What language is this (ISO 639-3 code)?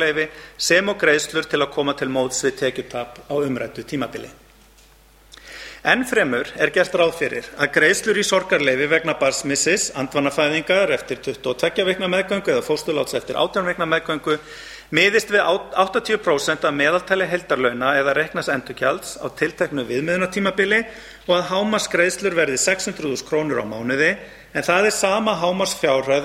isl